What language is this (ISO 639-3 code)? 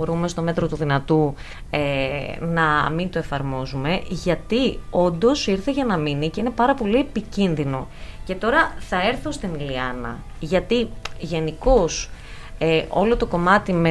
ell